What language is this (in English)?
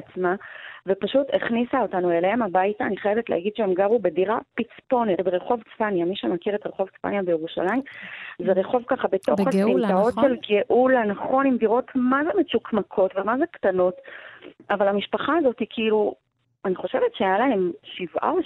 Hebrew